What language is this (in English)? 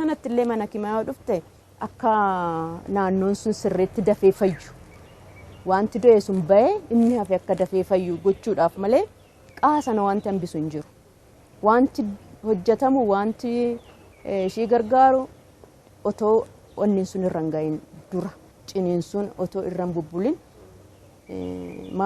Oromo